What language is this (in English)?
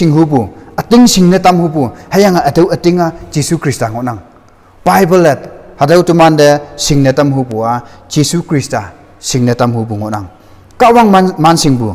Konyak Naga